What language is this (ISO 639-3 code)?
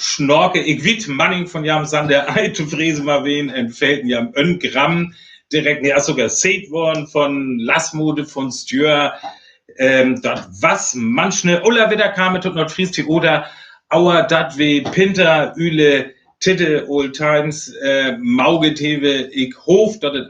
frr